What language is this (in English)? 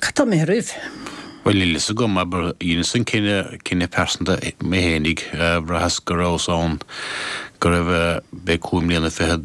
Irish